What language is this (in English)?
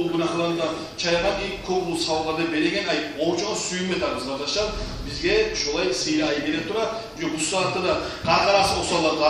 Kumyk